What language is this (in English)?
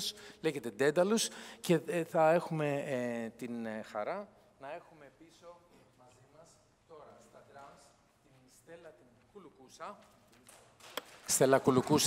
Greek